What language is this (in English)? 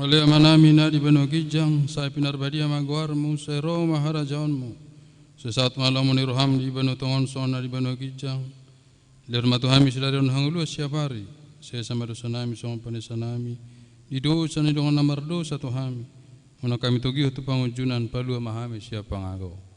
Batak Toba